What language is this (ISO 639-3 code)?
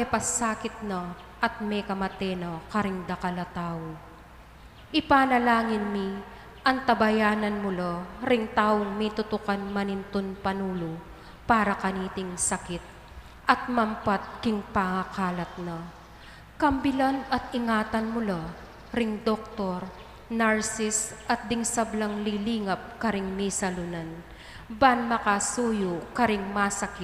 pam